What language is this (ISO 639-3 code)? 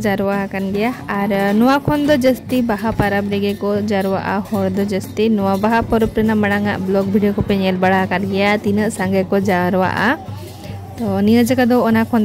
sat